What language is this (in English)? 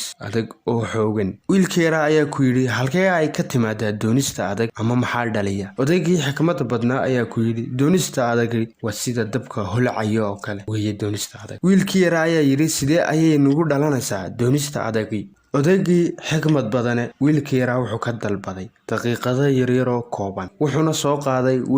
Somali